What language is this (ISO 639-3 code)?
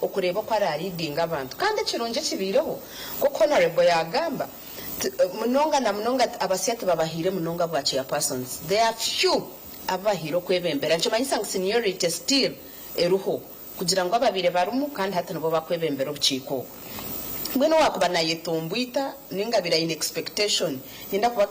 nyn